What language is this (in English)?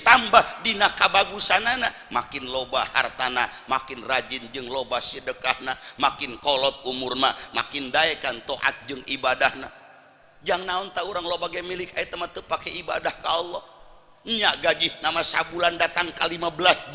Sundanese